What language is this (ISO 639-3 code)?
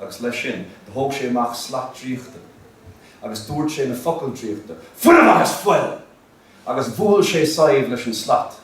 gle